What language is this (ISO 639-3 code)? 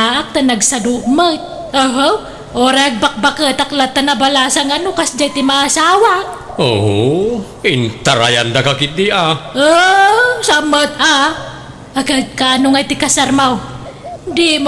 ilo